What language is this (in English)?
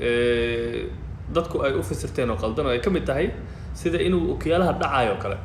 Somali